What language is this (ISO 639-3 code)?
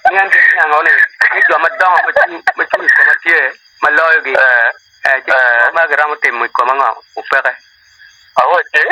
ach